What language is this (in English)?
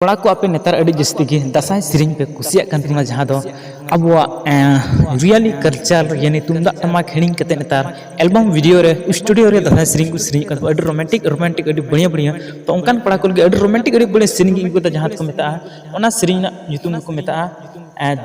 Santali